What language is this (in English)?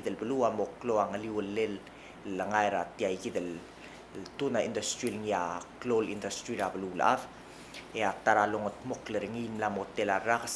Palauan